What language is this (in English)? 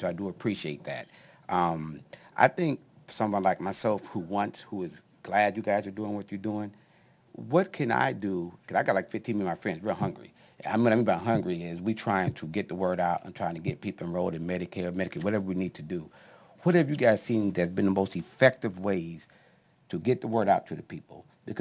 English